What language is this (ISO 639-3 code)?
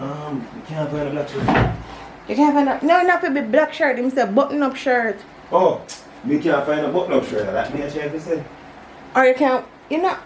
jam